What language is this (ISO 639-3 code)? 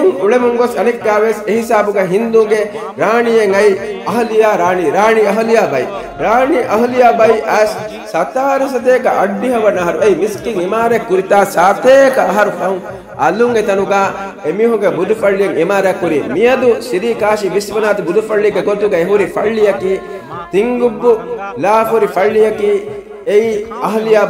div